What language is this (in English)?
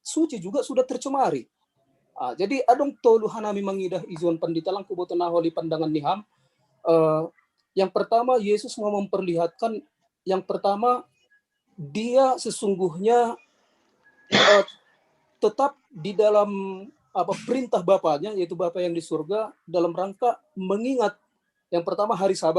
Batak Simalungun